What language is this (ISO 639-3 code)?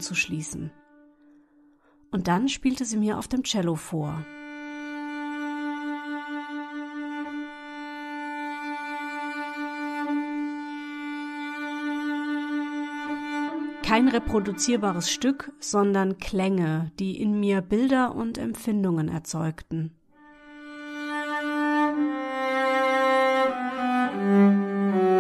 deu